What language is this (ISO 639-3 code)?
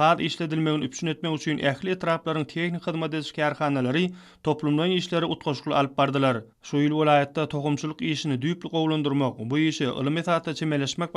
tuk